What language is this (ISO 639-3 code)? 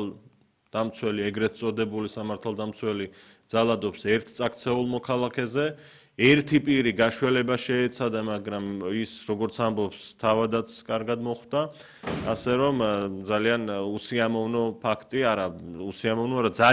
kat